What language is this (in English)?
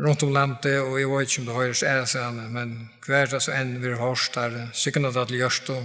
Faroese